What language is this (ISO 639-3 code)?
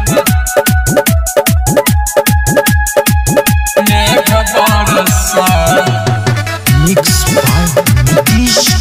bho